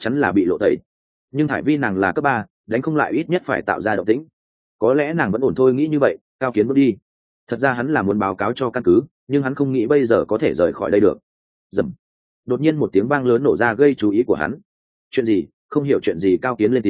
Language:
Vietnamese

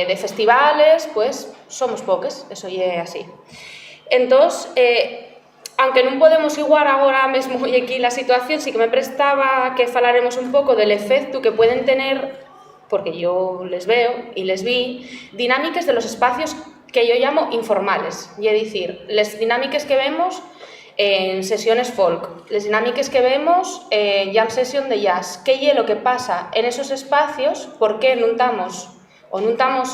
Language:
Asturian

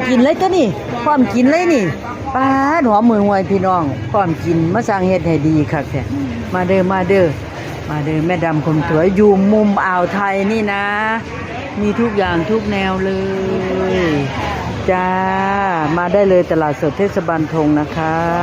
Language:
Lao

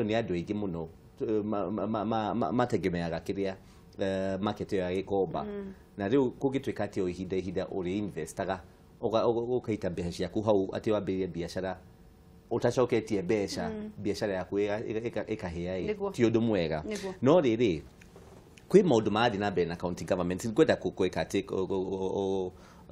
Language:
Kikuyu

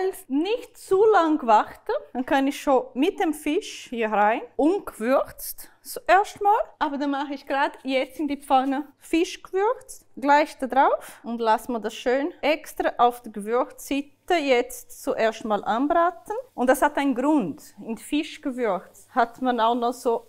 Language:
Swiss German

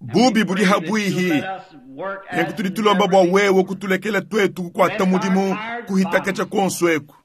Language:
Luba-Lulua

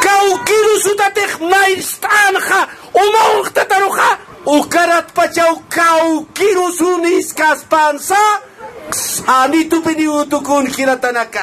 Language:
Aymara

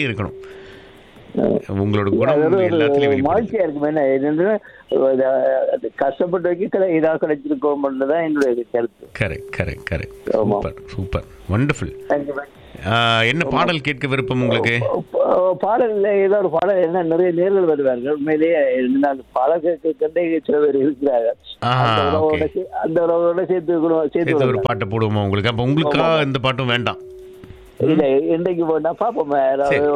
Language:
Tamil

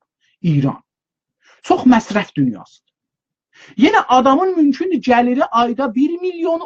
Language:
South Azerbaijani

